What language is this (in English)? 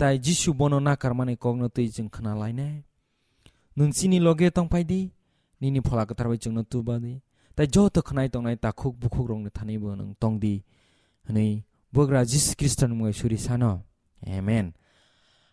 Kok Borok